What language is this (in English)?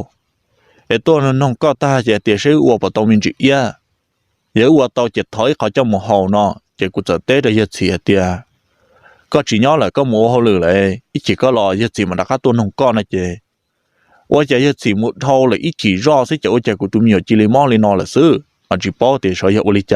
Hmong